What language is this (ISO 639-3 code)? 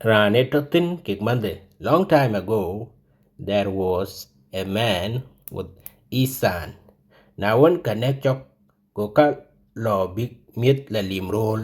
din